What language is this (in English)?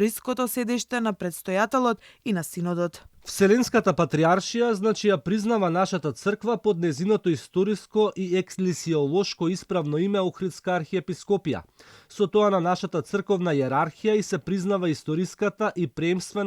Macedonian